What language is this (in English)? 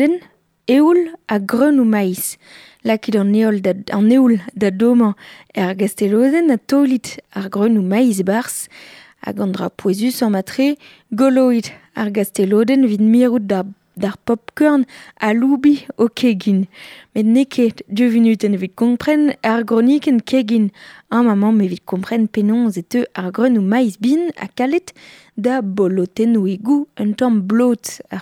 Breton